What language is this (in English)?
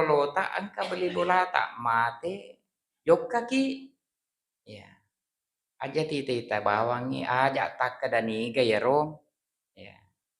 Buginese